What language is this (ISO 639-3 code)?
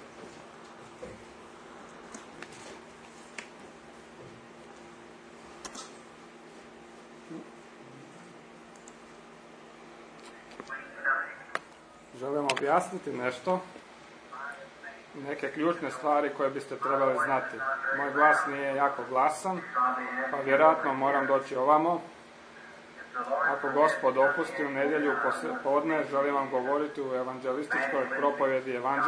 hrv